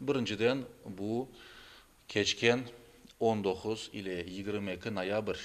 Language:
Crimean Tatar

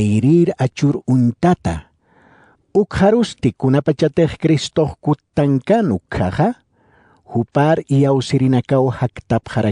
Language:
Aymara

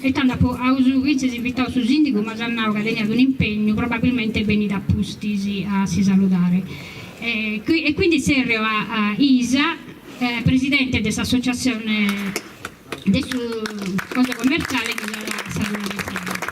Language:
Sardinian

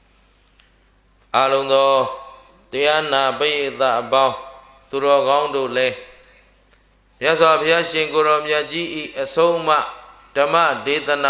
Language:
Burmese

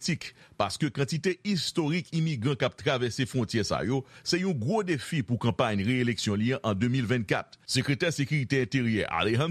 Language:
Haitian Creole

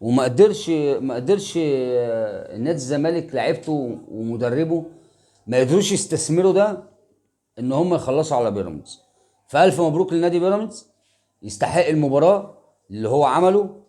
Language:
Egyptian Arabic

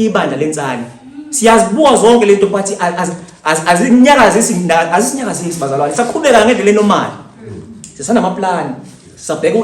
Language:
Zulu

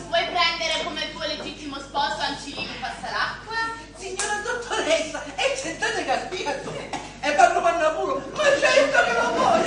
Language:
Sicilian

